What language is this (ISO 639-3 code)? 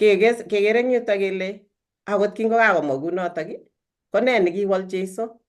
kln